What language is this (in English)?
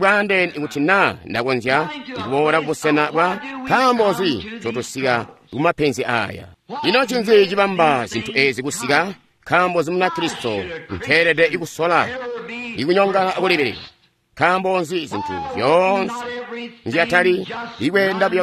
Tonga (Zambia)